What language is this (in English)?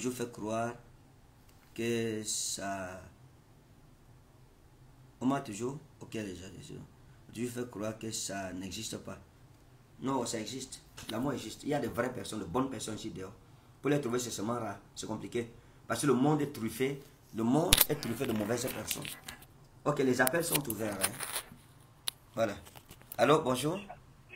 French